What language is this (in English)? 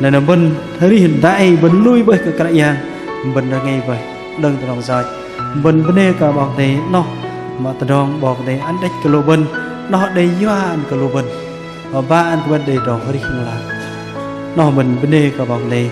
Bahnar